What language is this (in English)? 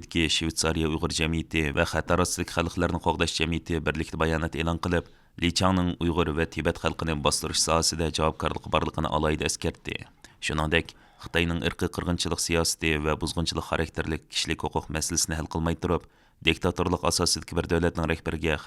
Uyghur